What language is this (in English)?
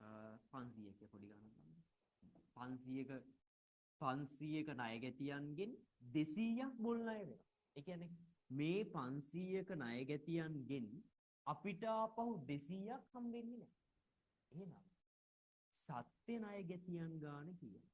Sinhala